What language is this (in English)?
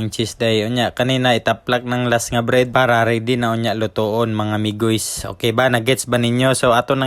Hiligaynon